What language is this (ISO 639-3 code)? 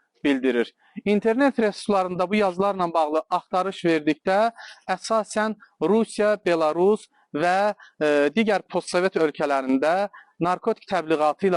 aze